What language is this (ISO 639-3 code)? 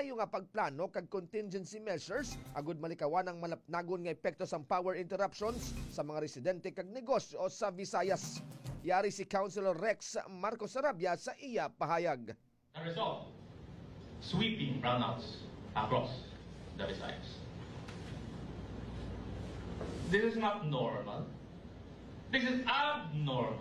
hil